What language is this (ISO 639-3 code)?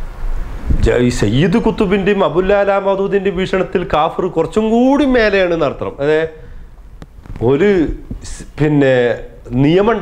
mal